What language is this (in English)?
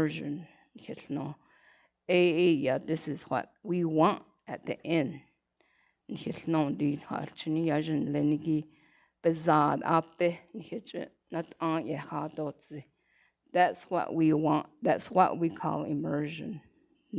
Navajo